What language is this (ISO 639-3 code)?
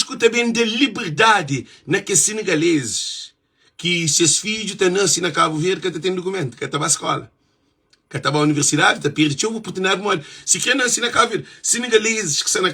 kea